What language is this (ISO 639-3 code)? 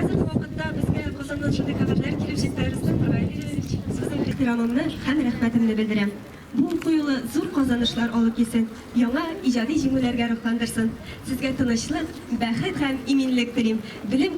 tat